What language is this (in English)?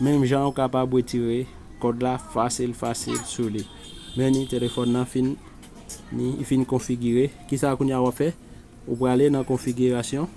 Haitian Creole